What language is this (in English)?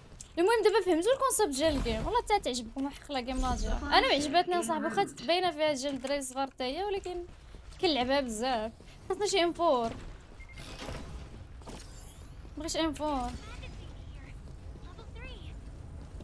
Moroccan Arabic